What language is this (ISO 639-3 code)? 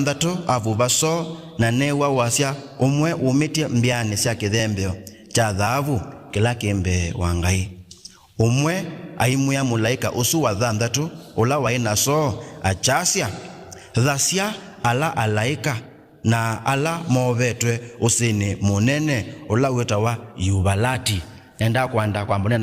kam